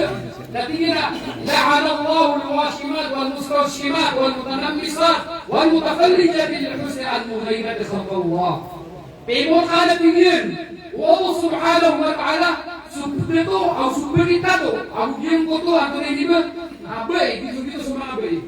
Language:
Maranao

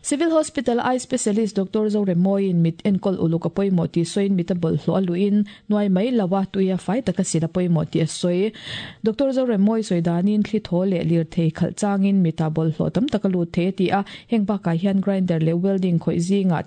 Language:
Mizo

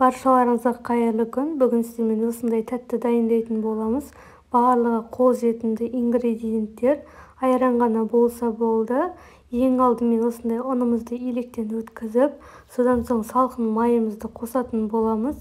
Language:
Kazakh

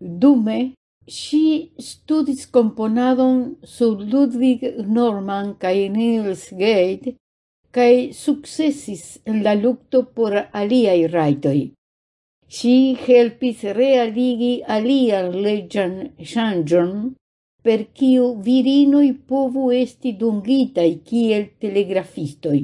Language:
Esperanto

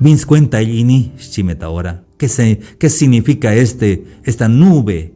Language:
Tzeltal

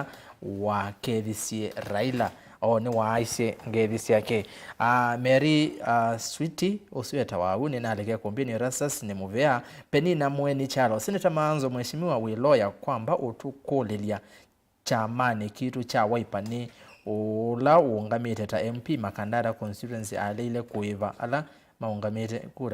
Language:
Kamba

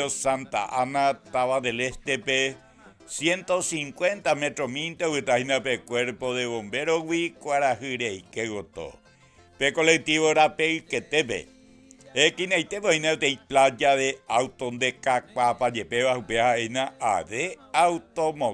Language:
Guarani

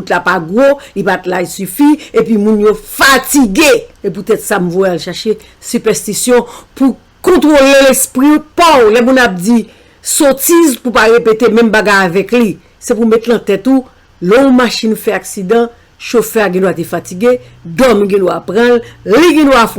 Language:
Haitian Creole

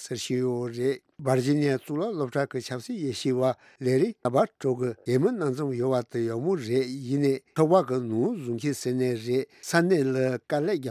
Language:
Tibetan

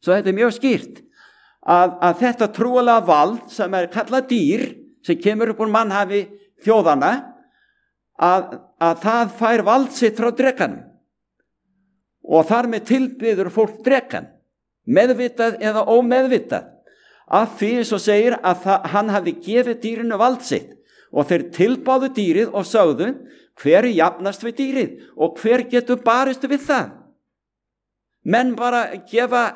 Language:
Icelandic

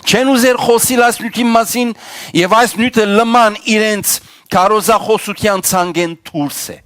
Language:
Western Armenian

